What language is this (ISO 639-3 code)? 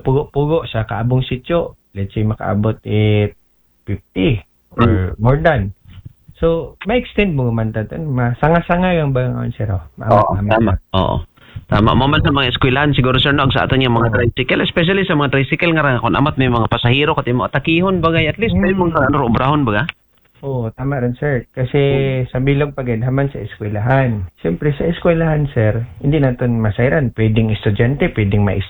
akl